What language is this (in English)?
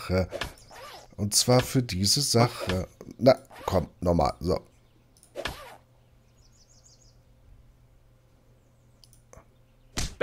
German